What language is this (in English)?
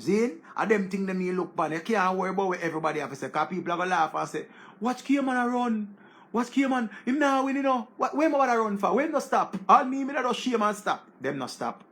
Jamaican Creole English